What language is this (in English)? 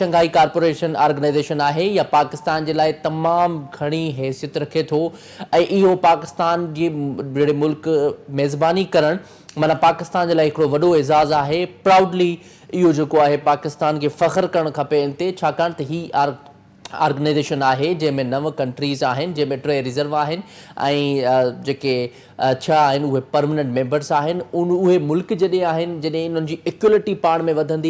Sindhi